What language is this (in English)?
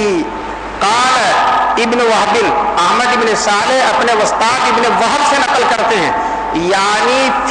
Urdu